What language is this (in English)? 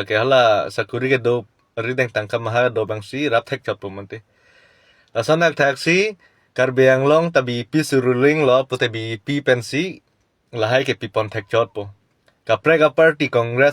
Karbi